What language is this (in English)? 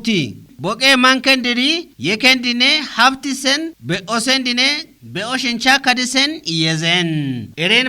Kafa